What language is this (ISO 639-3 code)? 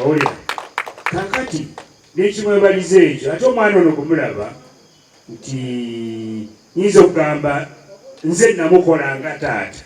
lug